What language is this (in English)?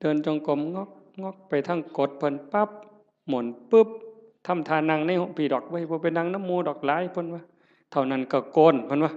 Northeastern Thai